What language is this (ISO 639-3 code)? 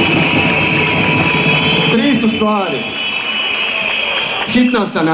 hrv